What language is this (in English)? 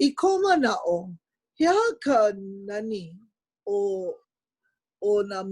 Hawaiian